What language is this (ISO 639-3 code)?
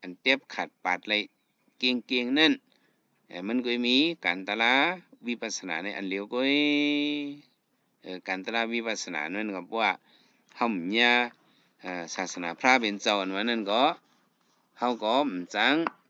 shn